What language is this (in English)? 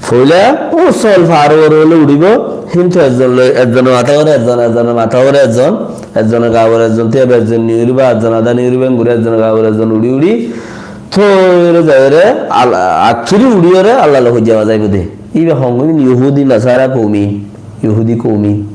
Rohingya